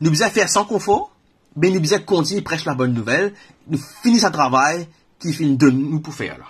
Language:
Morisyen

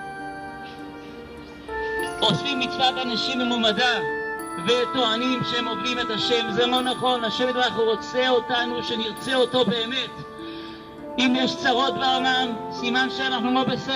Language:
Hebrew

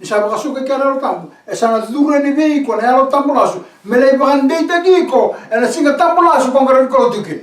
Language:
Fijian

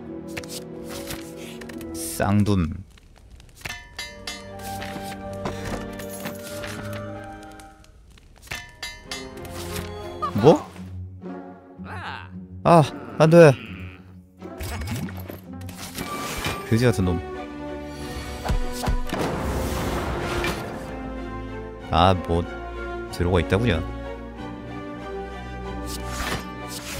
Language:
Korean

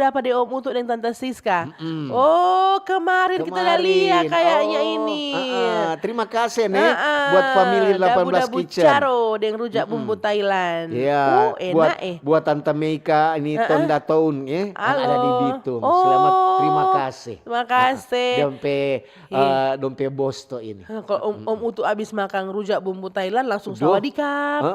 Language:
Manado Malay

